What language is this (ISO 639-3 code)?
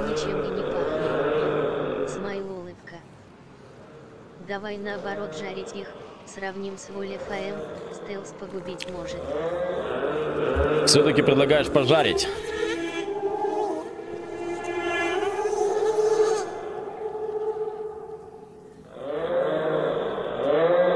rus